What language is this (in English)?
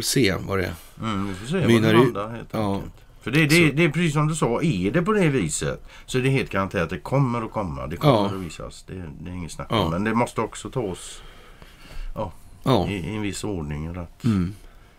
Swedish